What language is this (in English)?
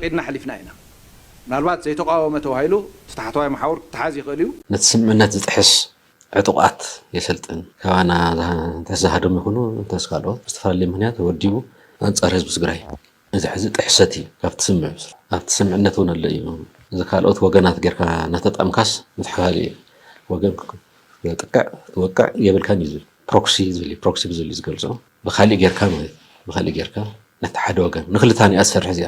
Tigrinya